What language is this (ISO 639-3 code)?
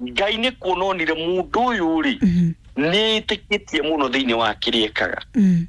kik